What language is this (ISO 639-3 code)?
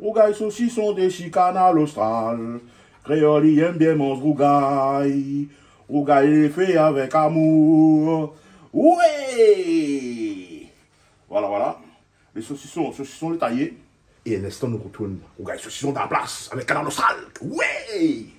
rcf